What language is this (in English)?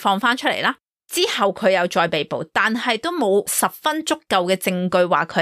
Cantonese